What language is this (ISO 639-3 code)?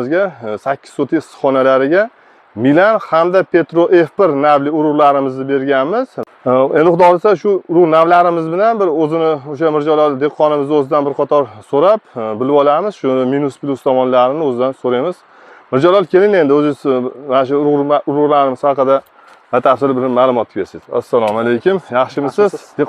uzb